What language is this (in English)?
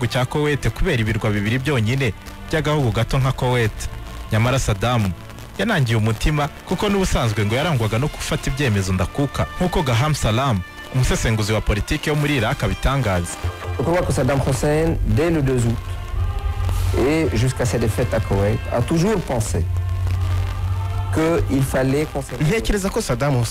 Kinyarwanda